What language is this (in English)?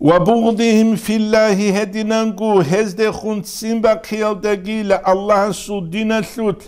Avaric